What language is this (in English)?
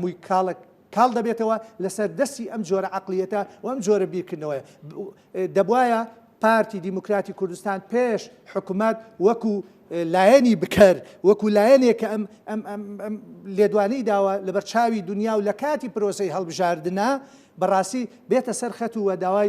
Central Kurdish